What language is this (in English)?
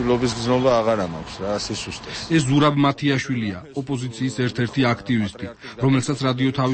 Georgian